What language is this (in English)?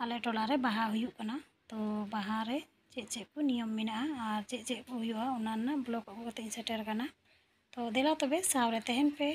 Santali